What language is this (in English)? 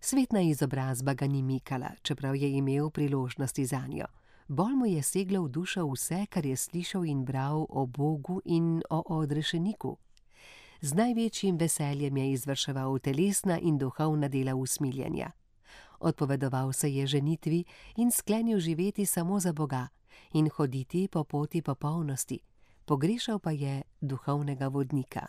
Slovenian